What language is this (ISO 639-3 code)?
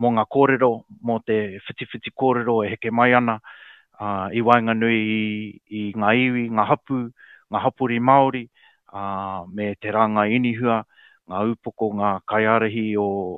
mri